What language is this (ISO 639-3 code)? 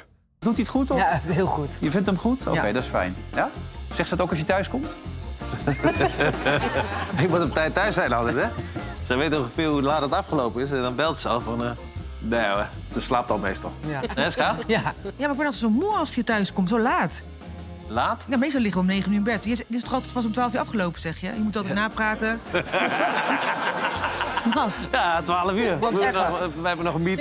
nld